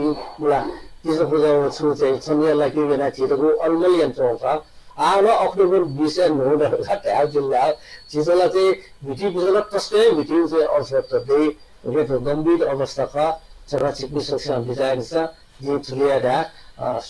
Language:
Newari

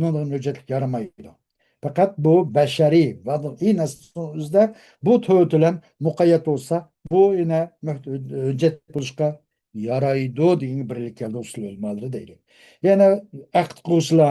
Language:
Uyghur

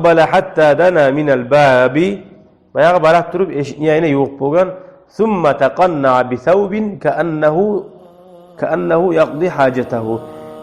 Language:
Kumyk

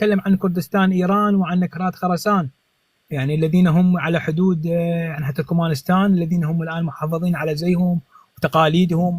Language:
North Levantine Arabic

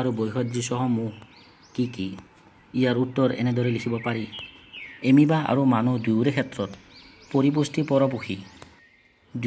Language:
Assamese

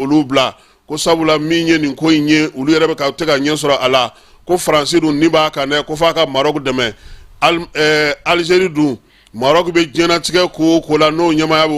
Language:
Bambara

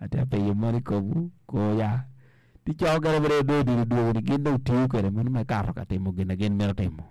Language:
Acoli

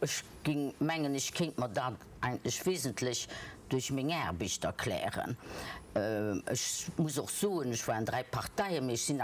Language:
Luxembourgish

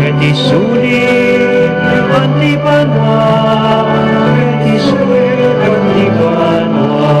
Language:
Pampanga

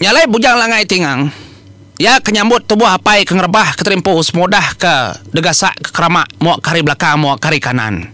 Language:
Iban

